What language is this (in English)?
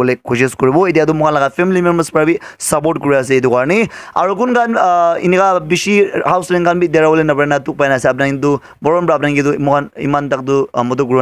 Naga Pidgin